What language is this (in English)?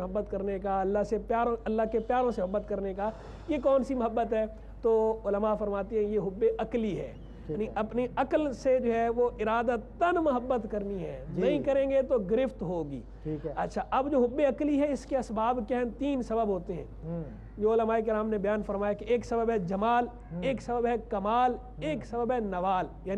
Urdu